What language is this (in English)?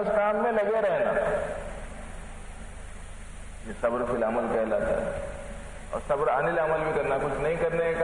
Urdu